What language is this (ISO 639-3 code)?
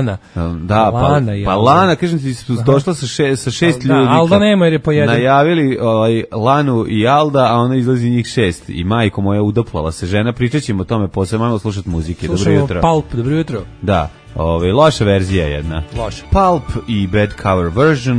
srp